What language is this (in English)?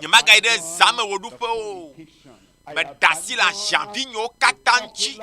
Ewe